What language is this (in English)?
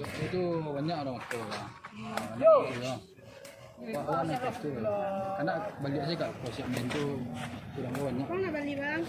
Minangkabau